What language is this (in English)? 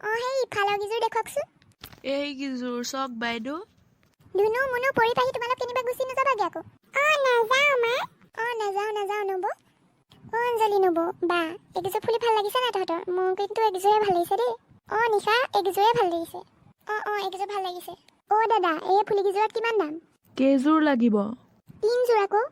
Assamese